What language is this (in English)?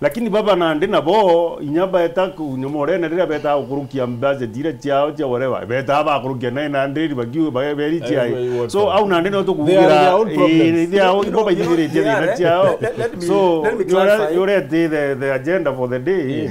Meru